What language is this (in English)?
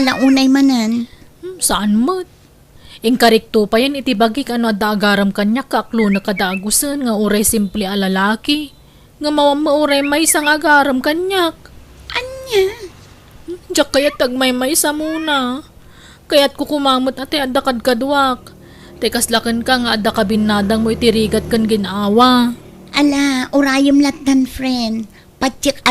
Iloko